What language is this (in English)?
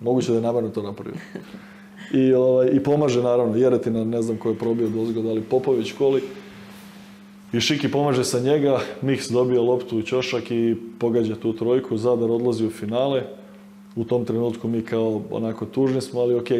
Serbian